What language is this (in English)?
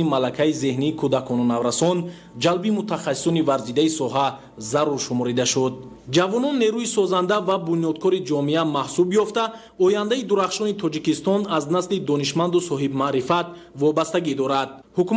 Tajik